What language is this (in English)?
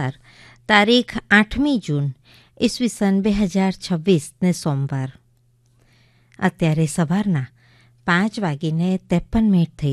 Gujarati